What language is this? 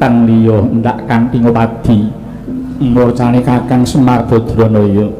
Javanese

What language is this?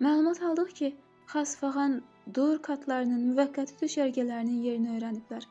Azerbaijani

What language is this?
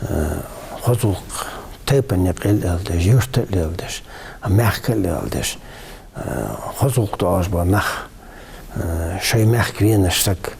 Ingush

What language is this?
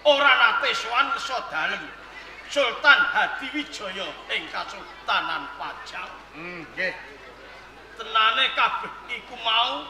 Javanese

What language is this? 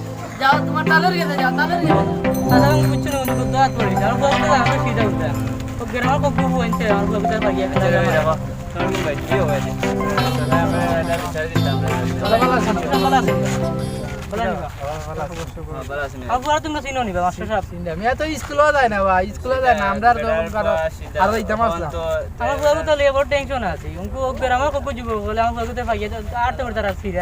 Sylheti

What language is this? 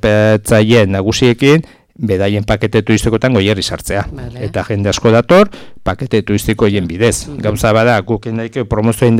Basque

